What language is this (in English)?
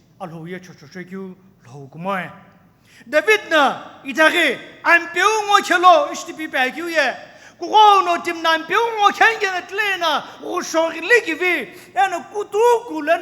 Sumi Naga